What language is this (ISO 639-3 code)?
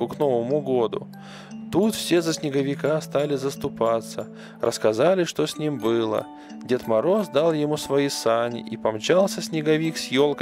rus